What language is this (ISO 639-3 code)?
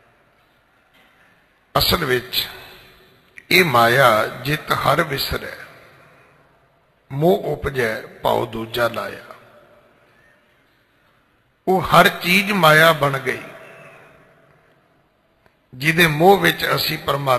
pan